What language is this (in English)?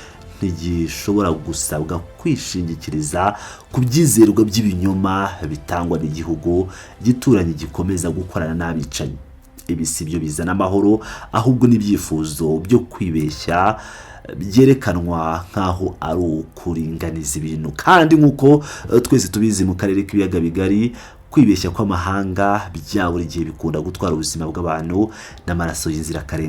Kinyarwanda